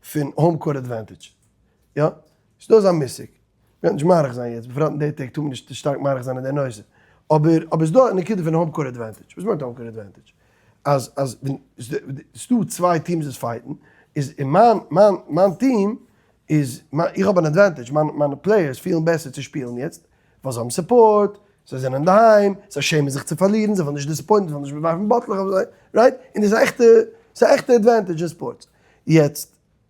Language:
Yiddish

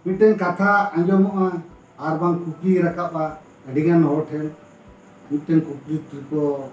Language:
Santali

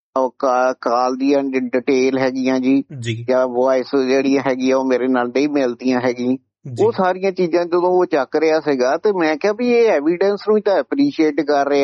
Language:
Punjabi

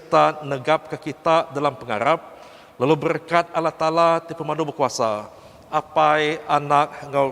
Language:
Iban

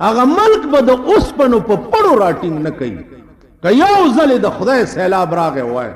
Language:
Pashto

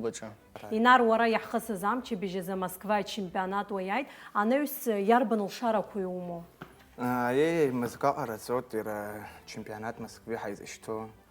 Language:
Abkhazian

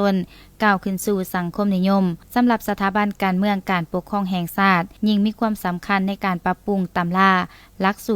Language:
Lao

